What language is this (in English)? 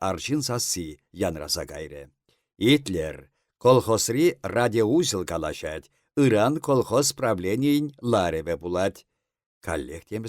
Chuvash